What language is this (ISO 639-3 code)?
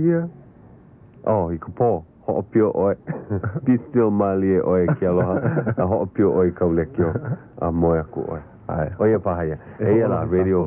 haw